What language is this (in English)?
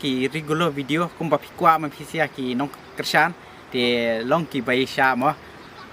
Khasi